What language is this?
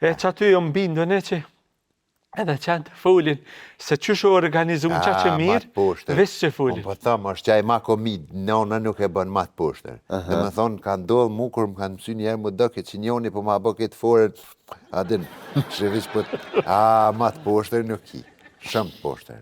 Albanian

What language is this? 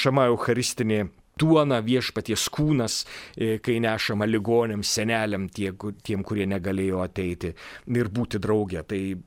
Lithuanian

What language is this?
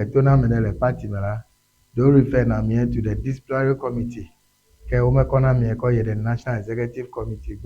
Ewe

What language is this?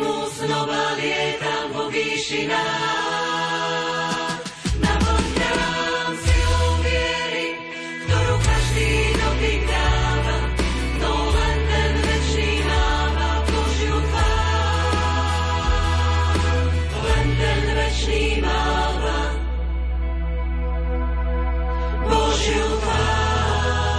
Slovak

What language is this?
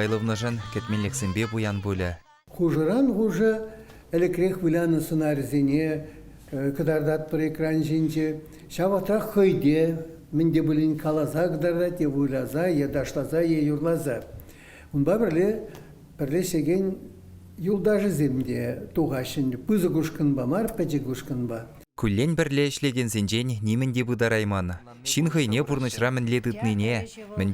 Chuvash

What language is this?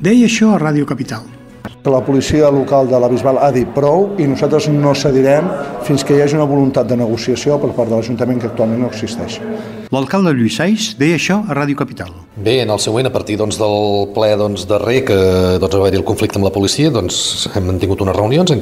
Catalan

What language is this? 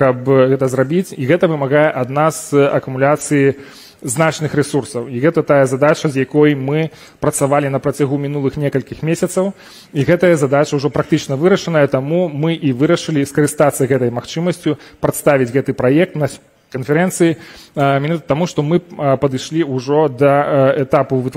Belarusian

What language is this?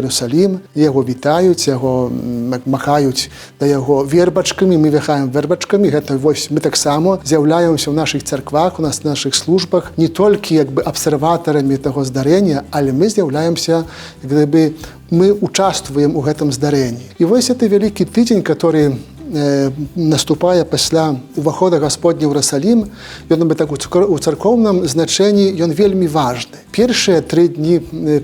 Belarusian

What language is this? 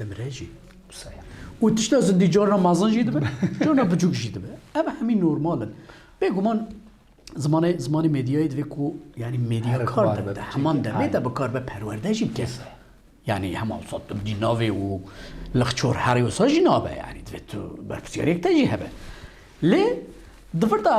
Kurdish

